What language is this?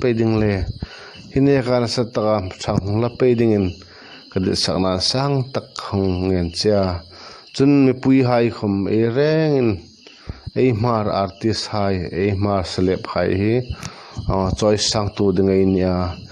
Hmar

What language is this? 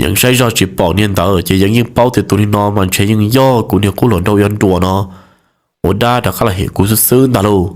Hmong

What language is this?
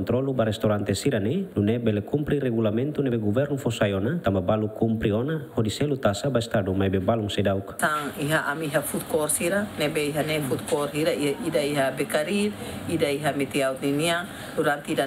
Tetum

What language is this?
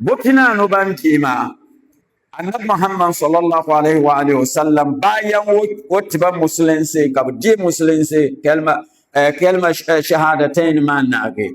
Dagbani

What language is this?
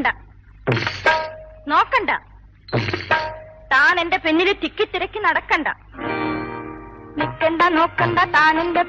Malayalam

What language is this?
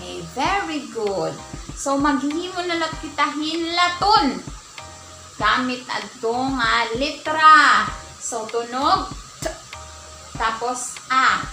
Waray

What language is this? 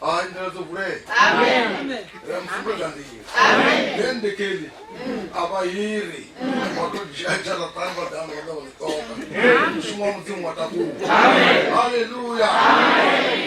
Venda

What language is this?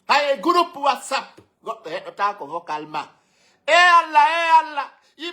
Fula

